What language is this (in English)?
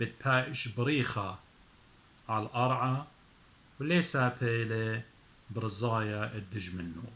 Assyrian Neo-Aramaic